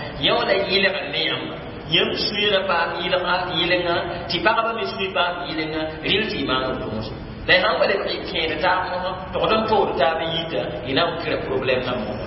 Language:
Mossi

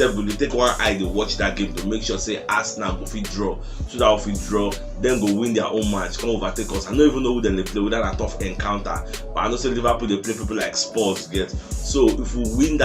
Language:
Nigerian Pidgin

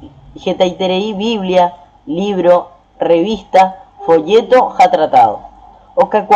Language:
Guarani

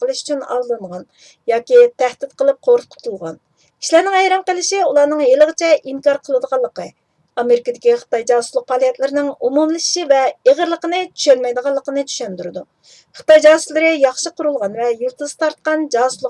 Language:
Uyghur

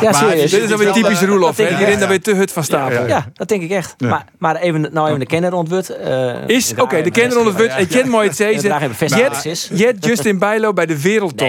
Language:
Western Frisian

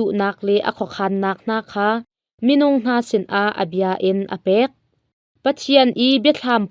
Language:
Hakha Chin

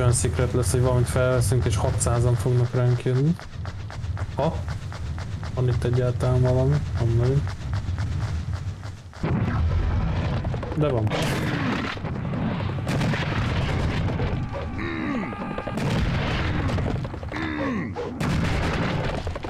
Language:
Hungarian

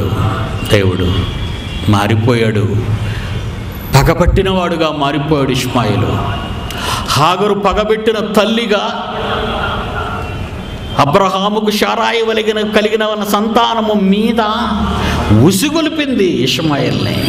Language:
Telugu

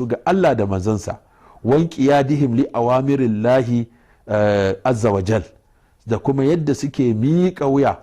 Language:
Hausa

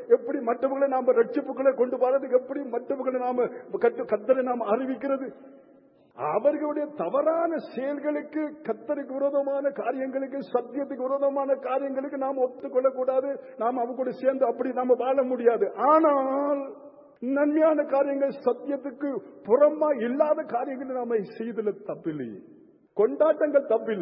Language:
Tamil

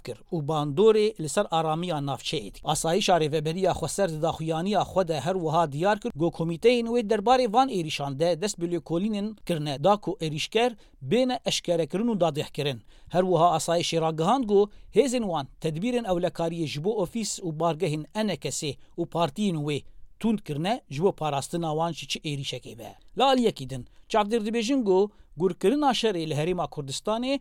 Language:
Kurdish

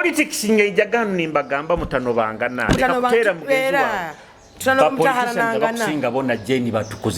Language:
Nyoro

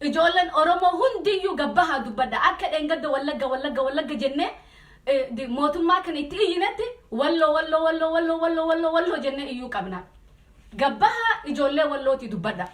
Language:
Oromo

